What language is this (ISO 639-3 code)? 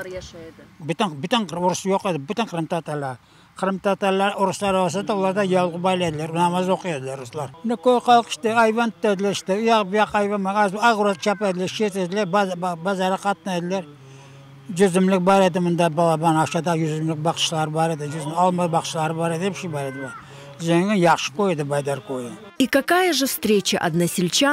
crh